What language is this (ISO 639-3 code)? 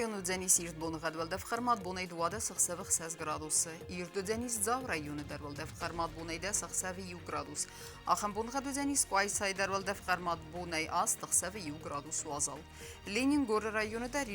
oss